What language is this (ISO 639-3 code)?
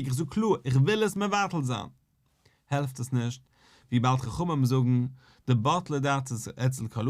yid